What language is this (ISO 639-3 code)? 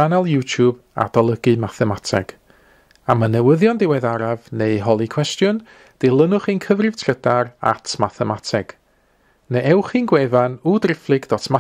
cym